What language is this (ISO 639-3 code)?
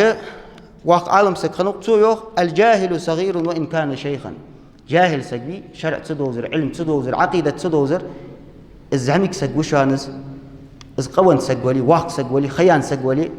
inh